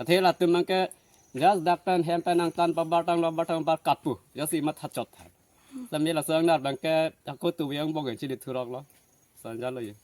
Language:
Karbi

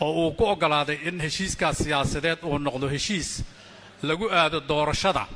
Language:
Somali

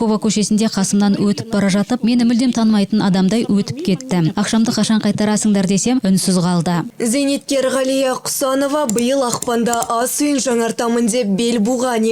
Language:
Kazakh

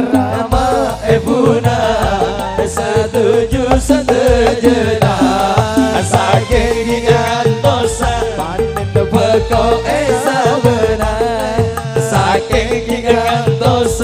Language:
Madurese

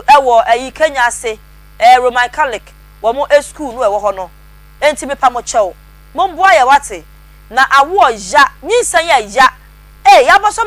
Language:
Akan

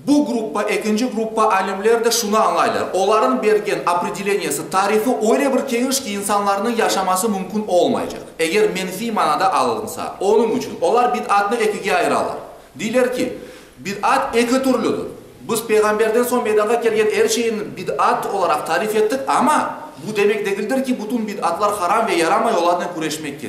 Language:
Crimean Tatar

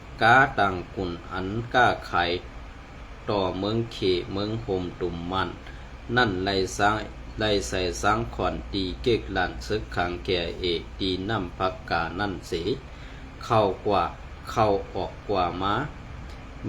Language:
Shan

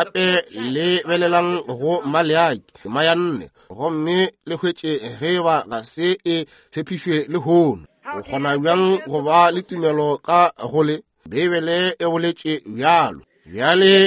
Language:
Northern Sotho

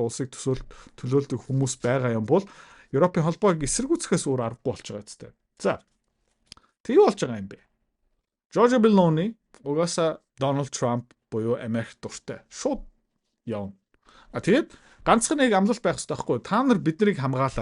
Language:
Mongolian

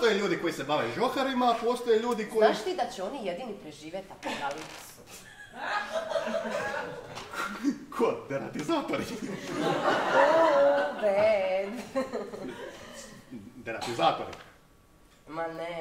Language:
Croatian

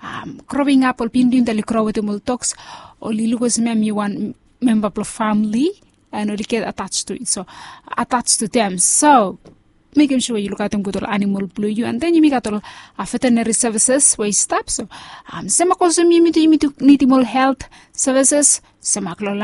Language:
Bislama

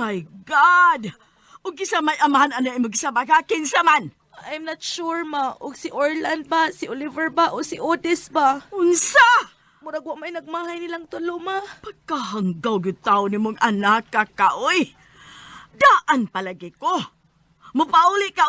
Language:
Cebuano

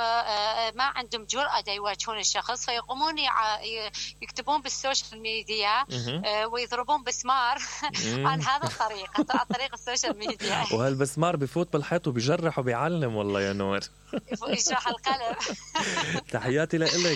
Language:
Mesopotamian Arabic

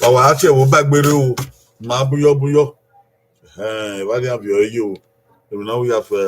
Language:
Bini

